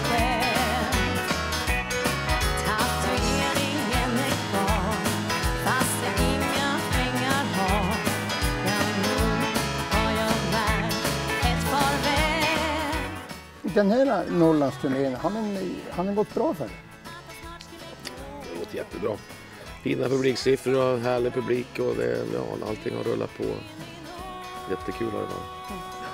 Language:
Swedish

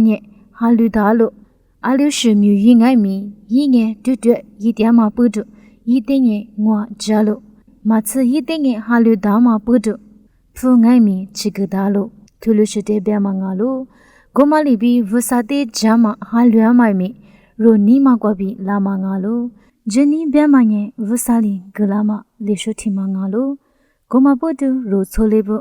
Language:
Lisu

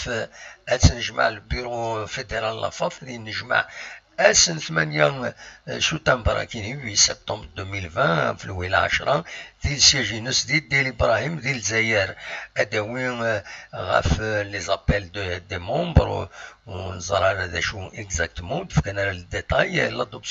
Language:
Kabyle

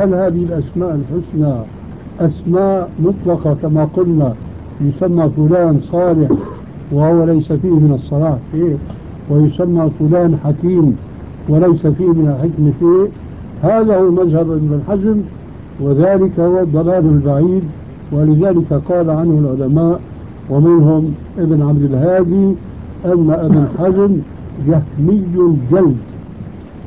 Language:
Arabic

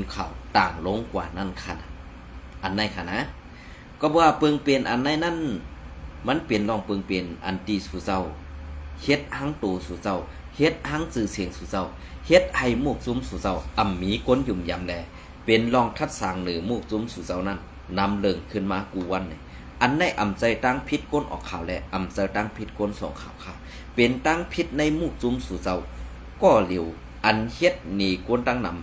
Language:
Shan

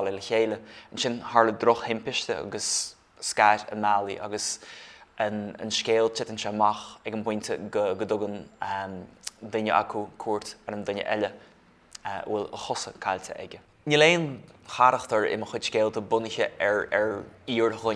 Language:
Irish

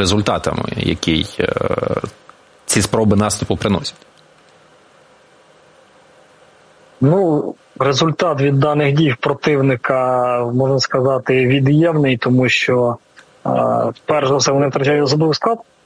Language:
Ukrainian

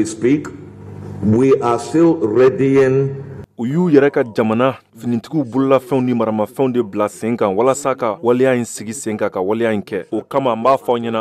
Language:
Bambara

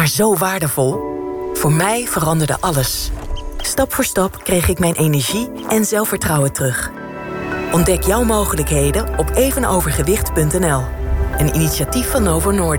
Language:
Dutch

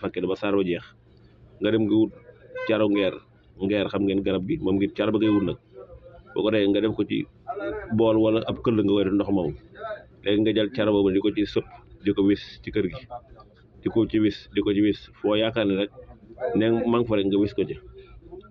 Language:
Wolof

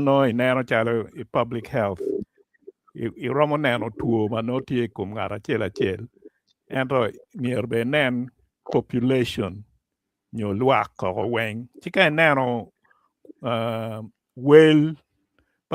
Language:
Acoli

